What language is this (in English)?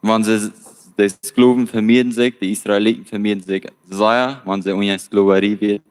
Plautdietsch